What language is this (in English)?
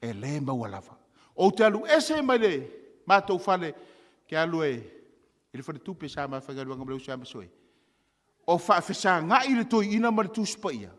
Samoan